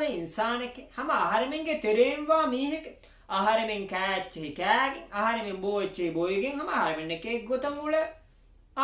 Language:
Divehi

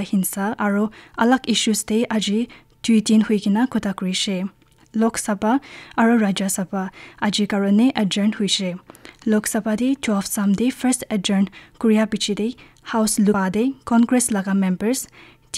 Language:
Naga Pidgin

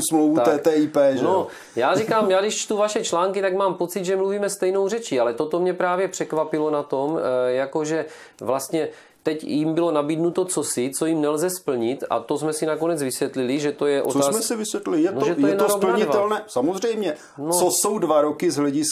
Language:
Czech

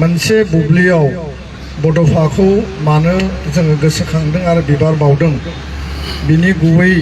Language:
Bodo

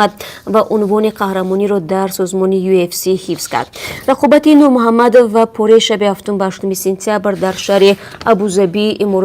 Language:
Tajik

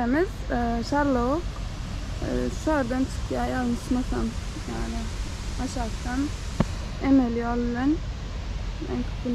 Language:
Turkmen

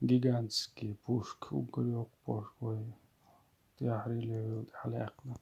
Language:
Chechen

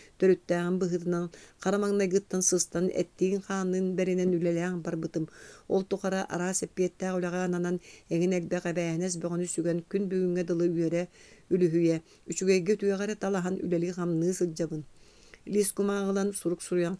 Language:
Yakut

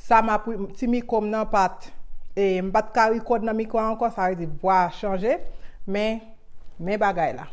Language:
Haitian Creole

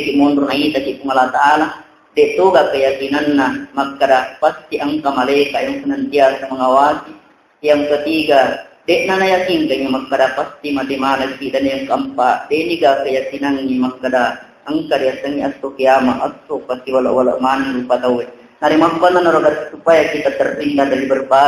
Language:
Buginese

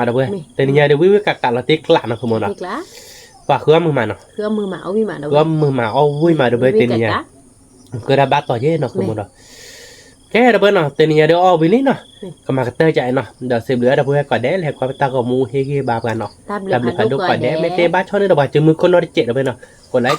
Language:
S'gaw Karen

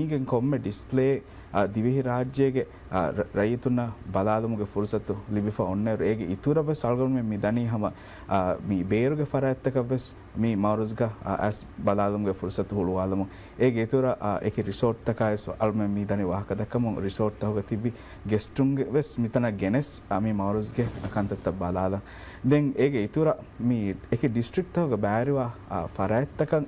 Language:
Divehi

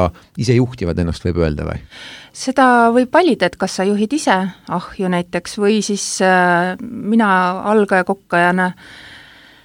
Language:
Estonian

